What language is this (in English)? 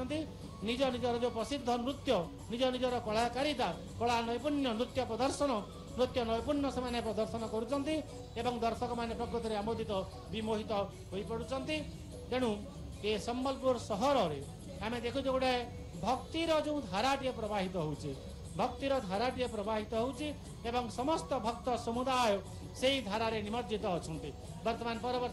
Odia